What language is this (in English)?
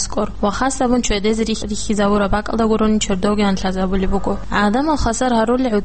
Avaric